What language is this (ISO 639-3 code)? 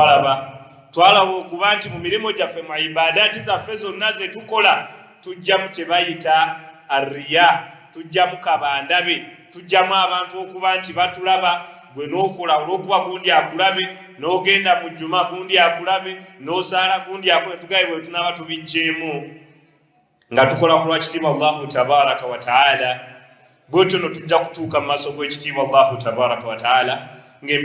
lug